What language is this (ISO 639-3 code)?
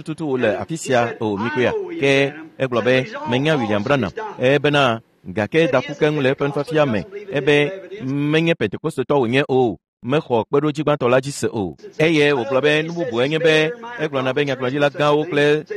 ewe